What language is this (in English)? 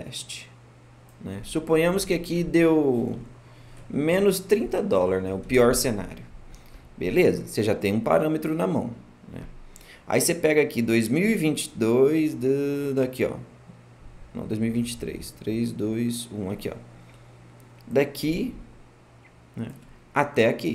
Portuguese